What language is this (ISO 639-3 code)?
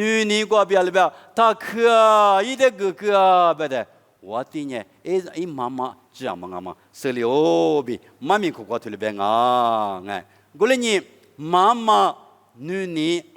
lis